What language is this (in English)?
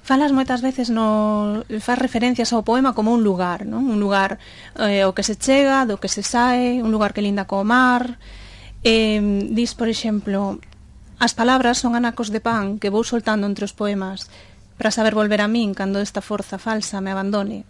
Galician